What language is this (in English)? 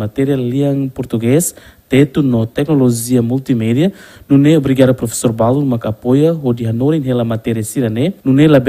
Tetum